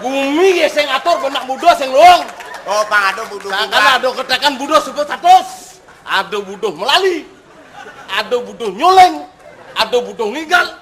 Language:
Balinese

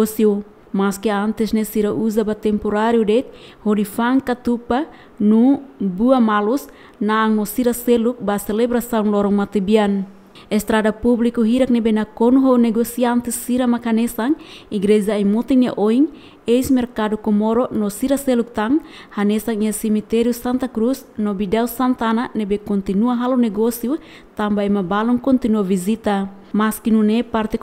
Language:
Tetum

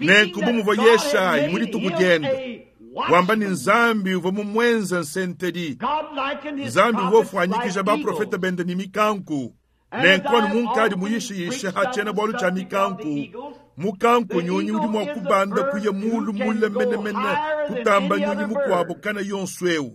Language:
Luba-Lulua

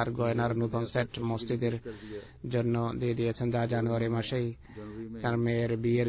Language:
Bangla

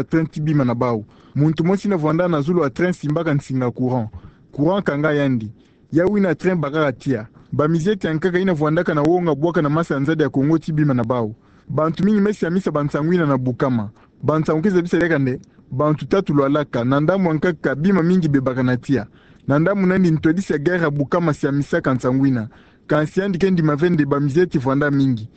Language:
Kituba (Democratic Republic of Congo)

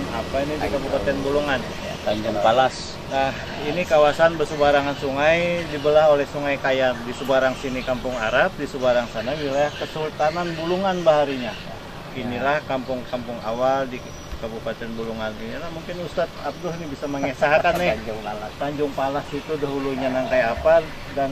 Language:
Banjar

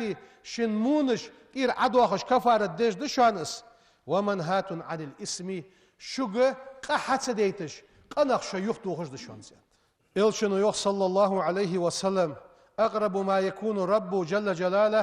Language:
Ingush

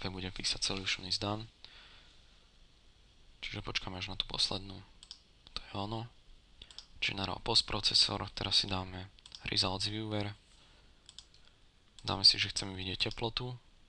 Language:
Slovak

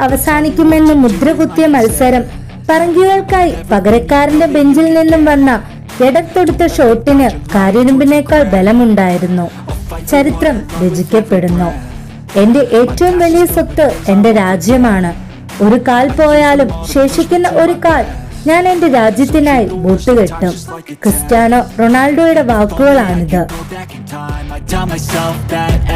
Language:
Malayalam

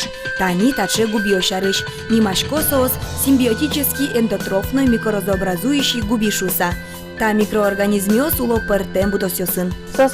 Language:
Udmurt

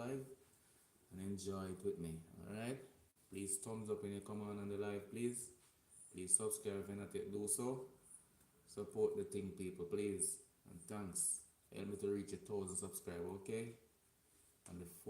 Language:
Jamaican Creole English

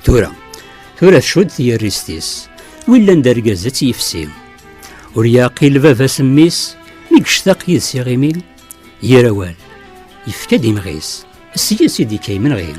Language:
Kabyle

